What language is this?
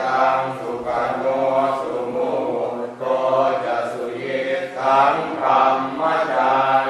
Pali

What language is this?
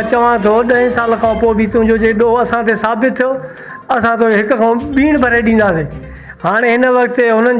Sindhi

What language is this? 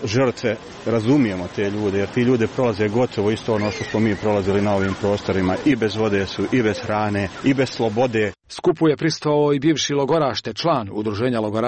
Croatian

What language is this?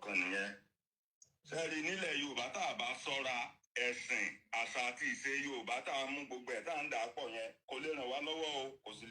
Yoruba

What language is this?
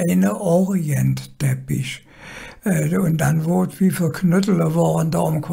Colognian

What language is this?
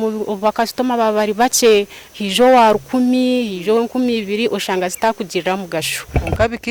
Nyankole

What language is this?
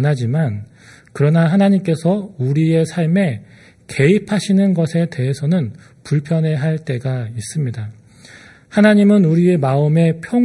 Korean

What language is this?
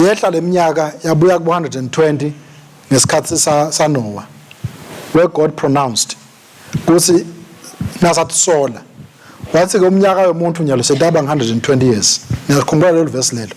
Swati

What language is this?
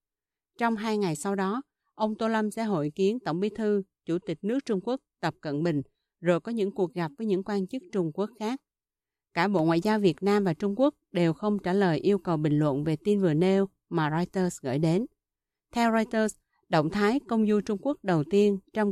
Vietnamese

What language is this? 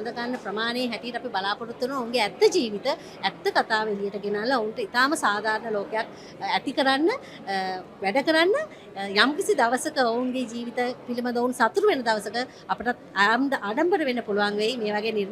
Sinhala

